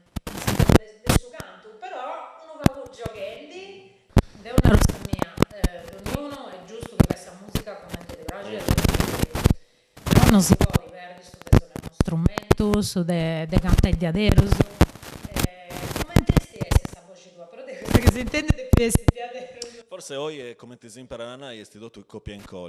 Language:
Sardinian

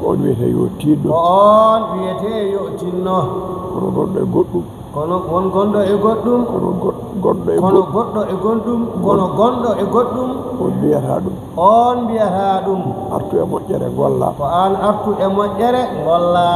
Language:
Fula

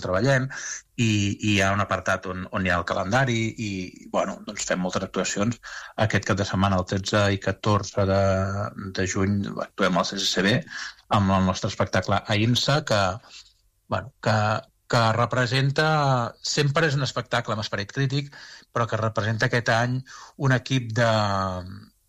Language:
Catalan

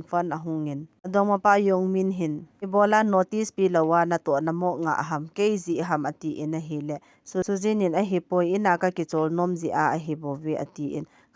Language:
Thado Chin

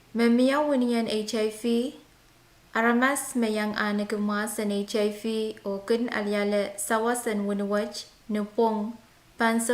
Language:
Pohnpeian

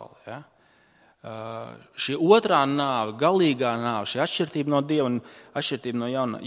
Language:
Latvian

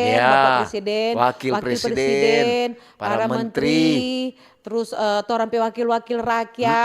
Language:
Manado Malay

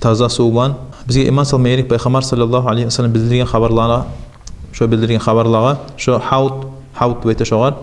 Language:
Kumyk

